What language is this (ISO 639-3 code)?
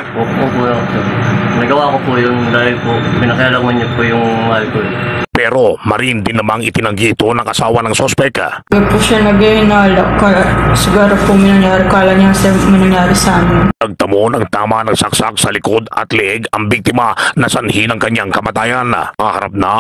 hil